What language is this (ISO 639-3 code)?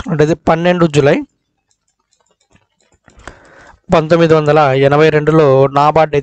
tel